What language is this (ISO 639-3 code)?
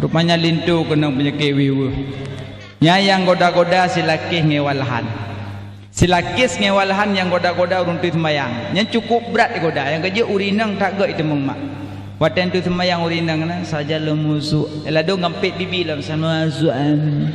ace